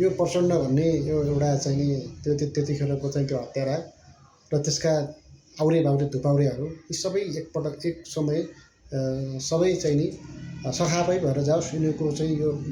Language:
Nepali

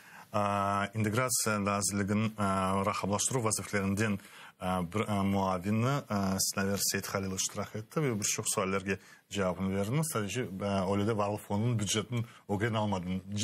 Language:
Crimean Tatar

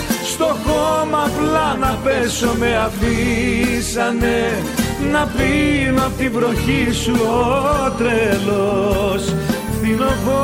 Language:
Greek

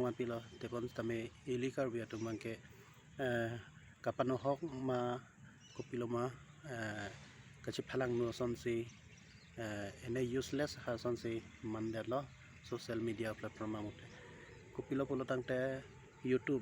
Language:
Karbi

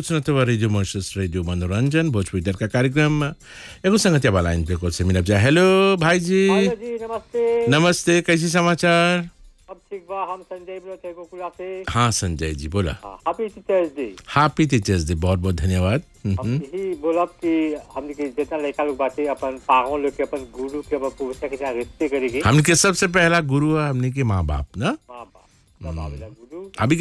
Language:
Bhojpuri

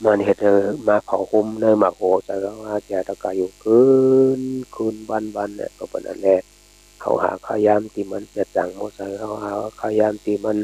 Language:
Shan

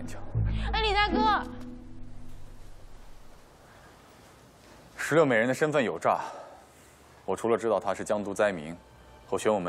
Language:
Chinese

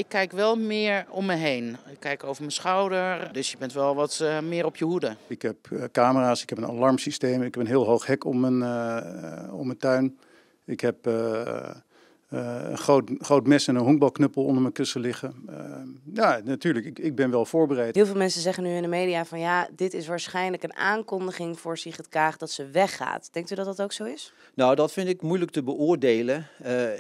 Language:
Dutch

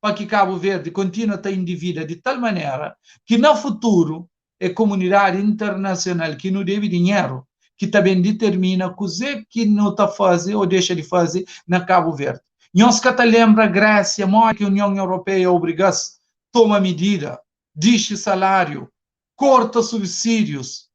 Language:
Kabuverdianu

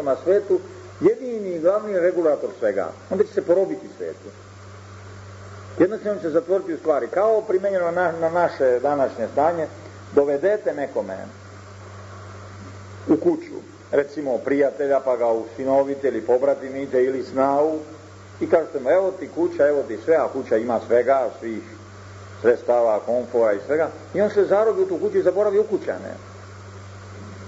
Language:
Serbian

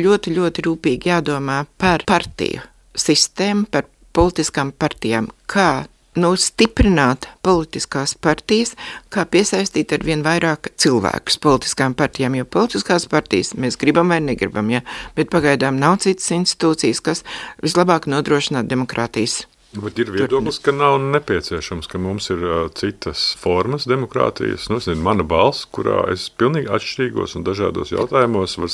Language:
Latvian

